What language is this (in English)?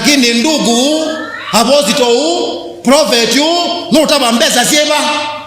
Kamba